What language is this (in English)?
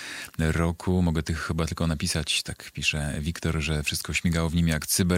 Polish